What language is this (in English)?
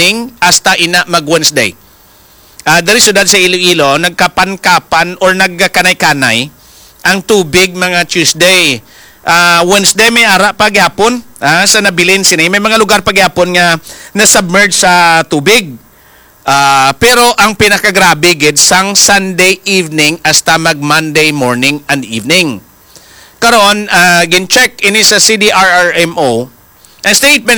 Hiligaynon